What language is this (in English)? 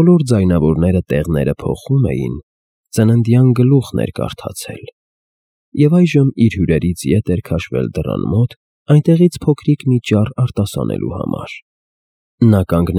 Armenian